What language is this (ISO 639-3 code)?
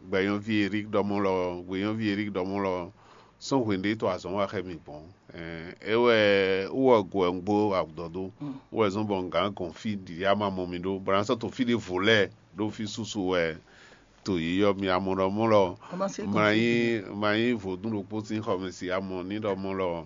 fon